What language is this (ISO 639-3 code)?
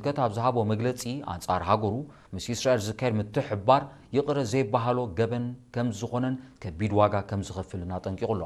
tir